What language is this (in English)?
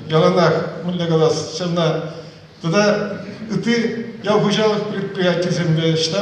Chuvash